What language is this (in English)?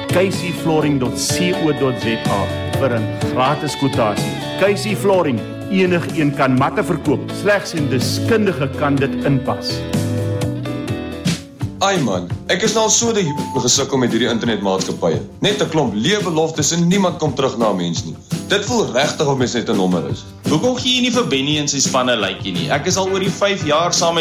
Afrikaans